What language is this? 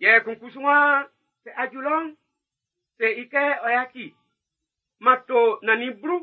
Baoulé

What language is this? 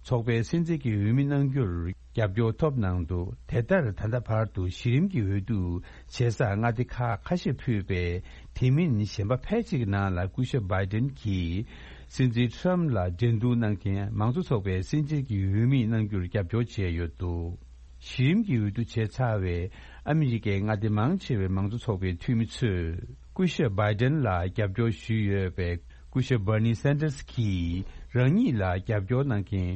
Tibetan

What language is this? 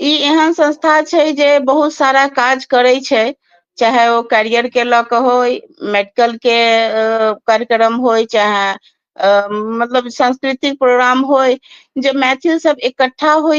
Maithili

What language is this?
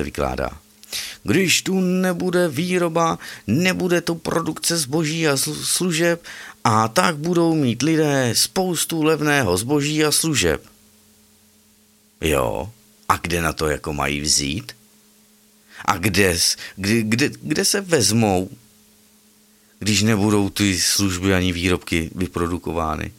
Czech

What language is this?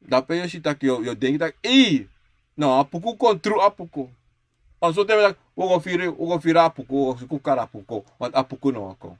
Sranan Tongo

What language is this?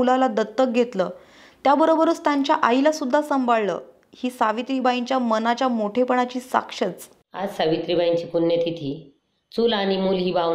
Marathi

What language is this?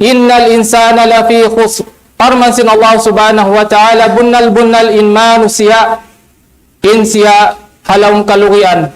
Tausug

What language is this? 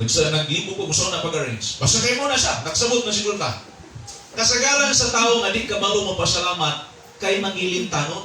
Cebuano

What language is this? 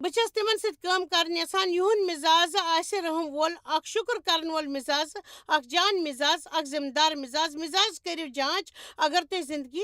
Kashmiri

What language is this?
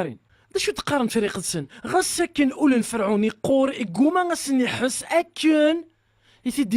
Kabyle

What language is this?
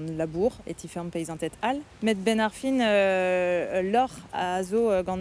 Breton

